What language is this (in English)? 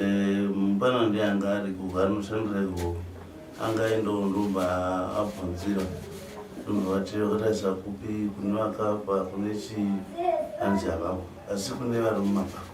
Shona